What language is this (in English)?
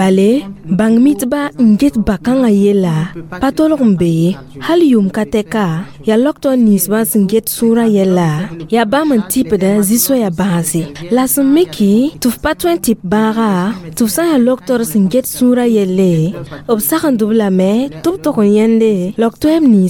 Mossi